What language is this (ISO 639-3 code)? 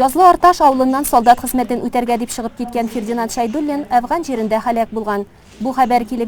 tat